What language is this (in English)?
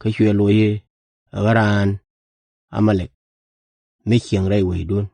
Nuer